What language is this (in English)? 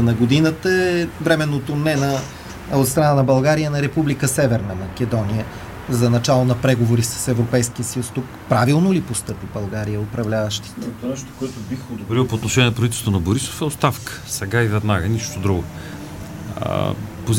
Bulgarian